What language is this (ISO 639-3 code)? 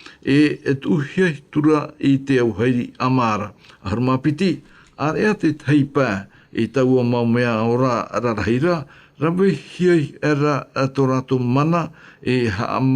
tah